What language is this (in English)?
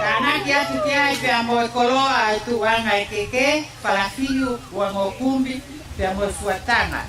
Tongan